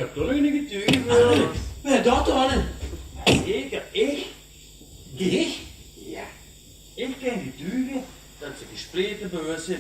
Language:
Limburgish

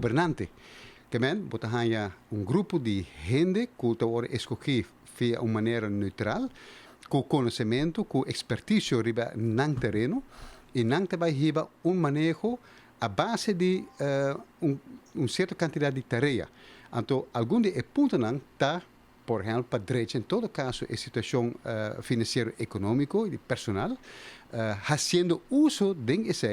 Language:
Papiamento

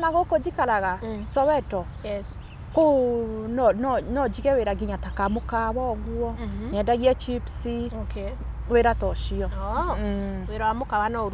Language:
Kikuyu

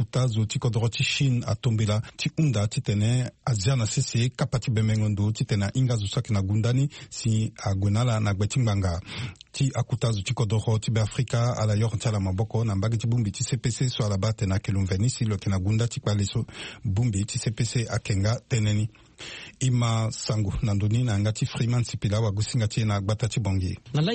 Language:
Sango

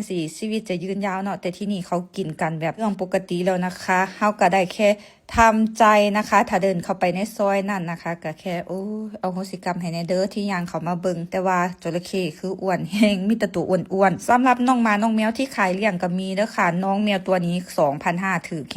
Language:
Lao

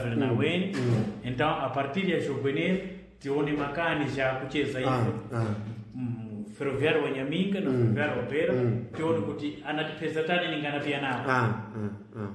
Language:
Sena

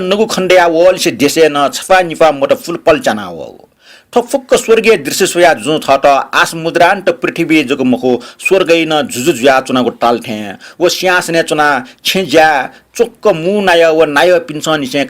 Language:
Newari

